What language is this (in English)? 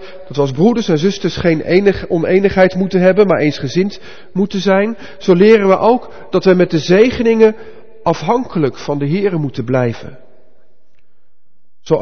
Dutch